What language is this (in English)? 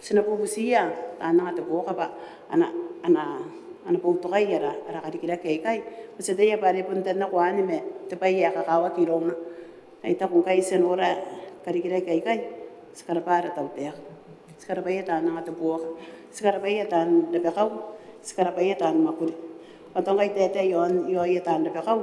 Gilbertese